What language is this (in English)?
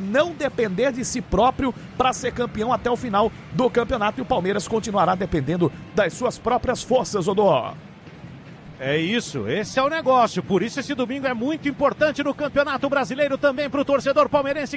Portuguese